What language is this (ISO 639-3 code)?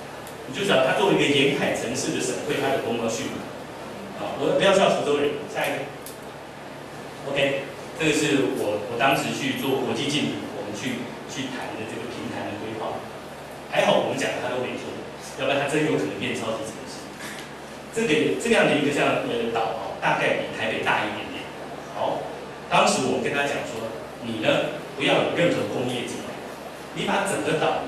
zho